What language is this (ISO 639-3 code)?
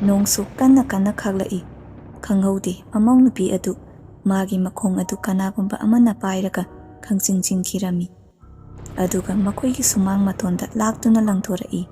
mni